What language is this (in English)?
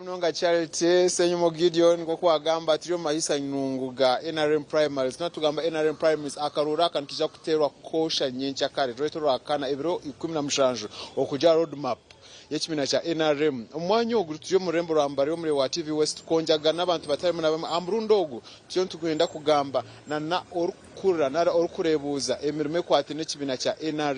Nyankole